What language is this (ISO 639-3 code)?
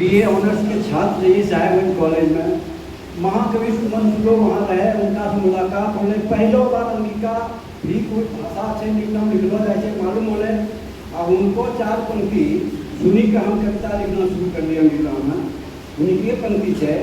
anp